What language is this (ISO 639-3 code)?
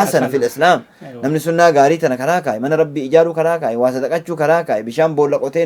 orm